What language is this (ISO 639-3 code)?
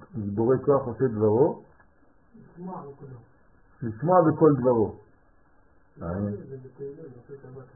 heb